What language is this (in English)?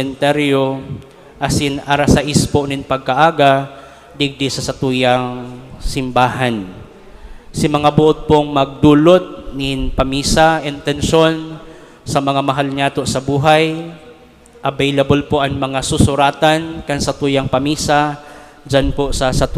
Bikol